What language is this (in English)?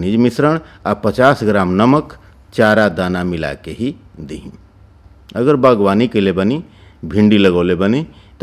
Bhojpuri